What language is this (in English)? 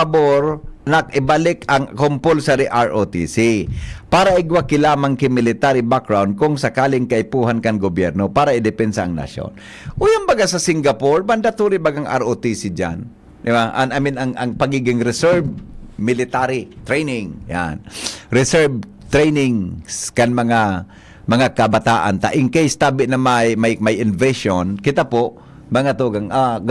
Bikol